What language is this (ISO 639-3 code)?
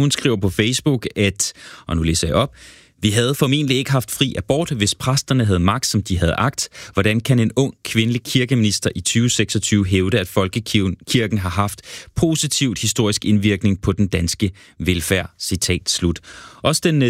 dan